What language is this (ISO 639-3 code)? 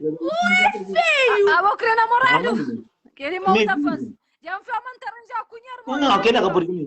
kea